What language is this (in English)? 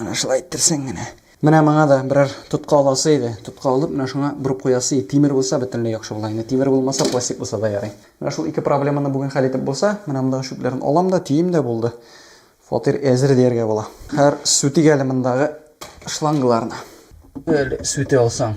Tatar